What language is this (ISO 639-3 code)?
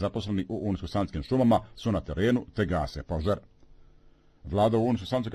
bos